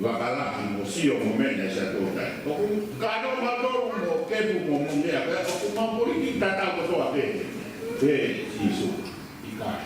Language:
Tongan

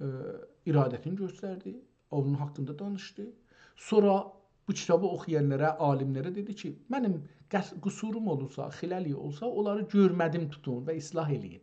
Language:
South Azerbaijani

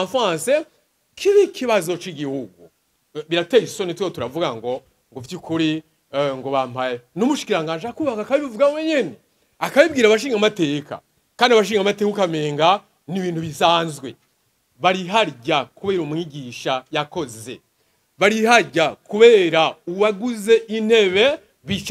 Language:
Rundi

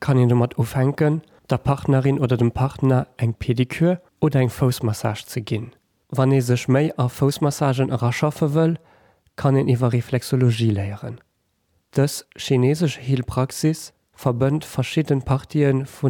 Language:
Luxembourgish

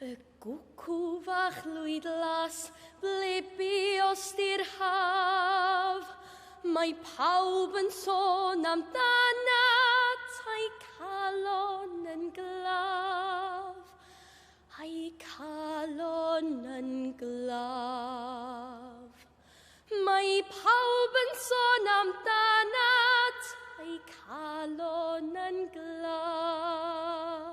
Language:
Welsh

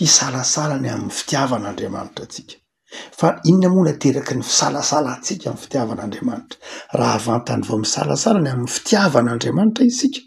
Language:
Malagasy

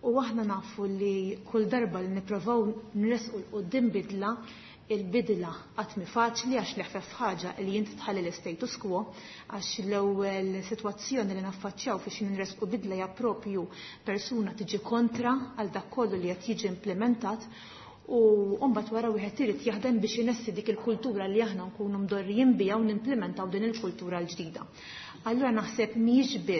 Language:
Maltese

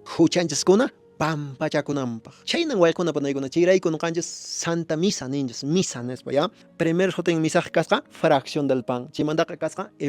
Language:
Quechua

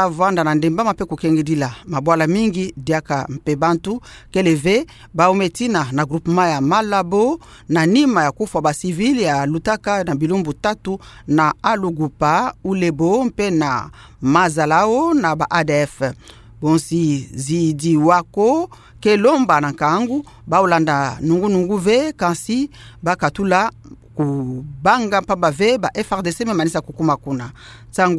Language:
Kituba (Democratic Republic of Congo)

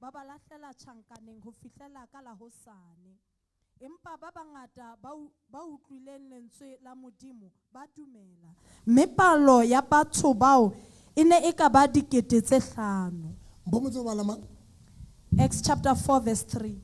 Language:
Southern Sotho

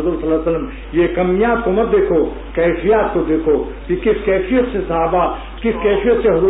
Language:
Urdu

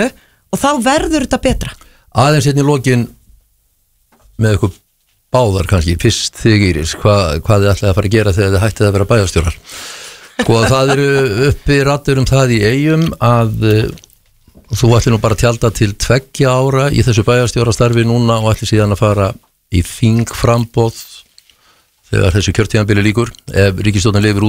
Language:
Icelandic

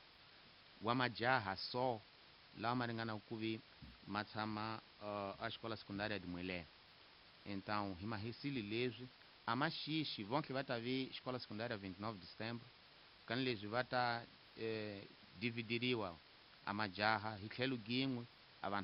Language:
Tsonga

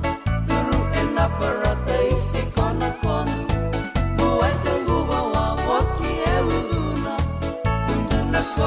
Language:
Fijian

